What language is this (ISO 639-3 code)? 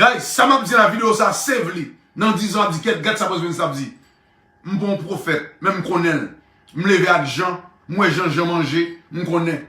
hat